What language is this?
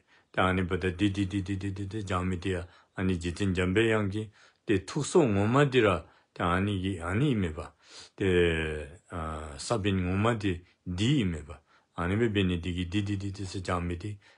Dzongkha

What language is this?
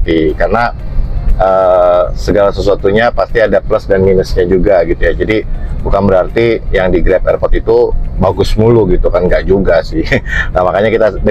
Indonesian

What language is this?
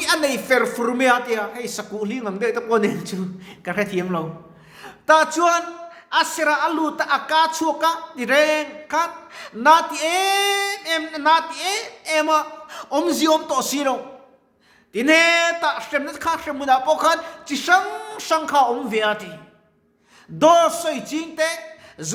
Mizo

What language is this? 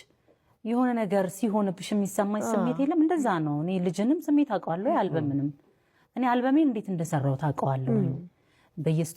Amharic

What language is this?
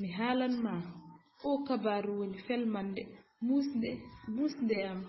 Fula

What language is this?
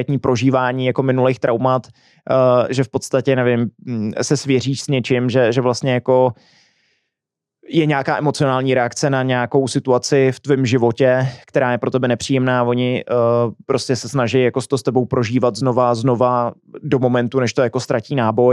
Czech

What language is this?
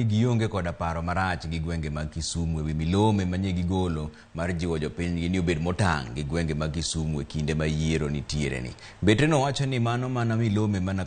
Luo (Kenya and Tanzania)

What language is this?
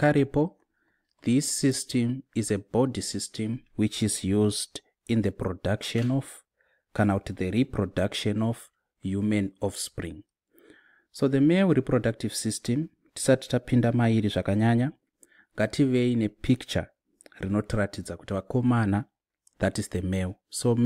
Shona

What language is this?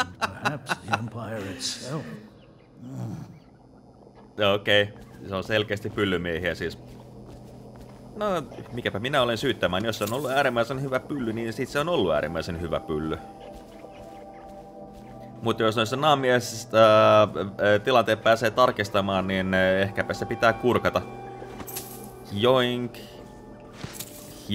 Finnish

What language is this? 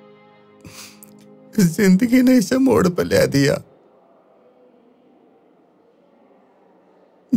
Hindi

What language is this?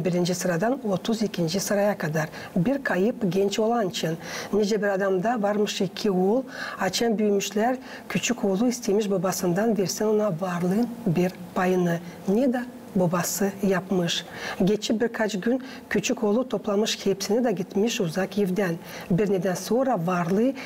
Gagauz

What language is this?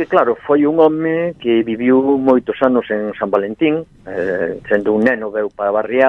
Galician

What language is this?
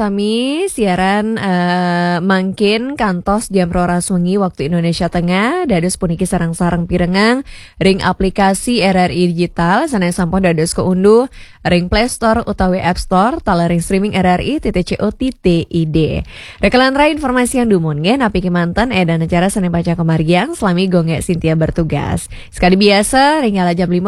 Balinese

